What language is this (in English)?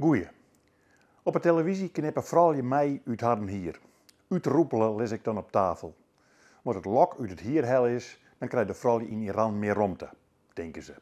Western Frisian